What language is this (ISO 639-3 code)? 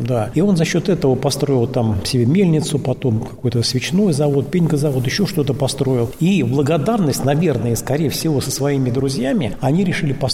rus